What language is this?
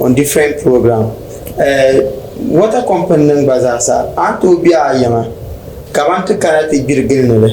Dagbani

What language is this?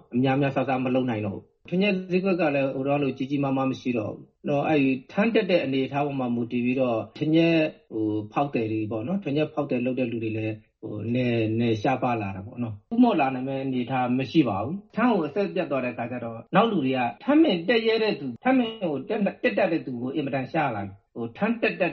Burmese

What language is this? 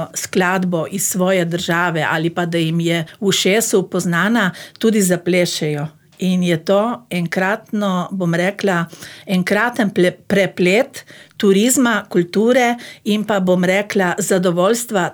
Slovenian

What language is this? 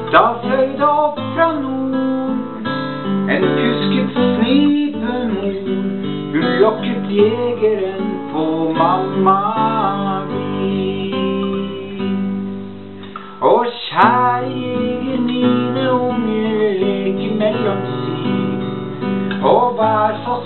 Norwegian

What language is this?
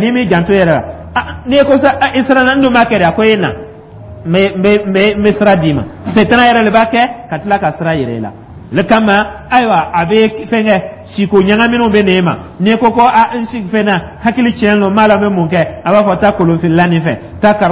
Dyula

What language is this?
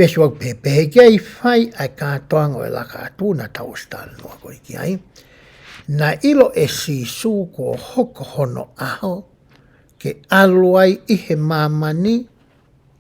Tongan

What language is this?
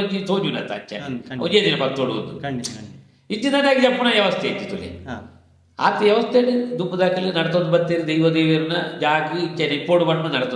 Tulu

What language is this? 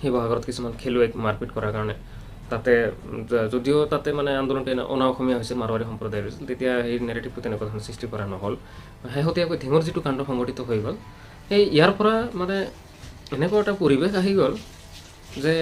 Assamese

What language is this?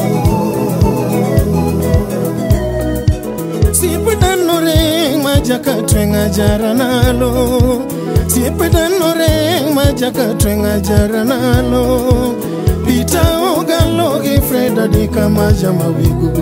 Luo (Kenya and Tanzania)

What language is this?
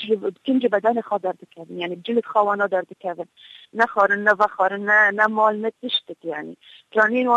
Kurdish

